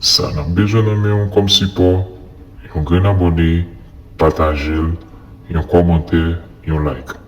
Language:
Haitian Creole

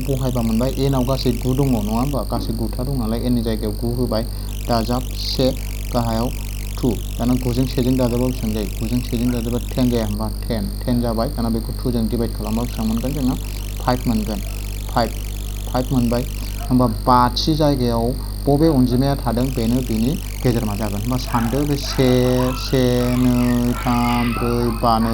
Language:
Bodo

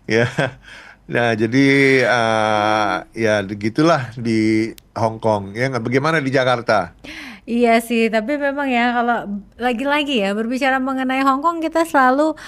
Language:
Indonesian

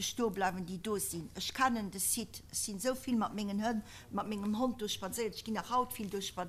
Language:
Luxembourgish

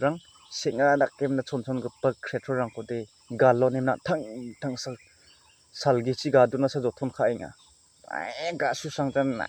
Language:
Garo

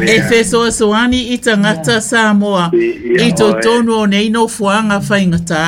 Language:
Samoan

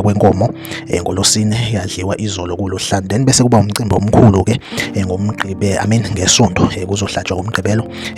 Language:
Zulu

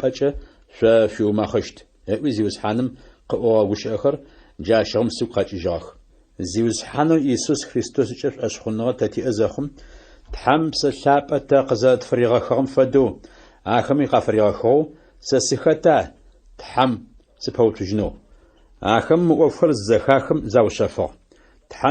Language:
Adyghe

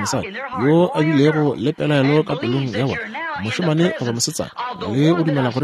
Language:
Northern Sotho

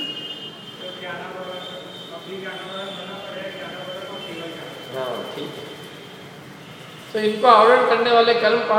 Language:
Hindi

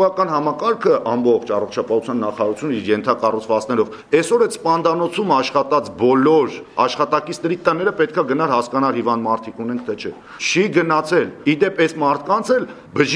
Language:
Armenian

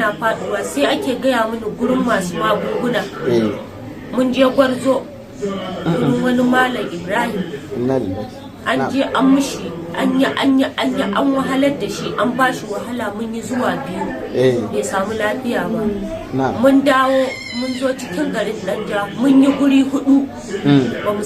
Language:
Hausa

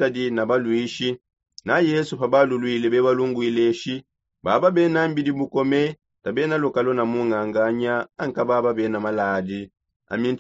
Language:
Songe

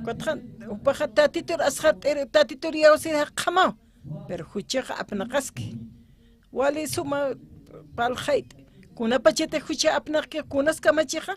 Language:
Aymara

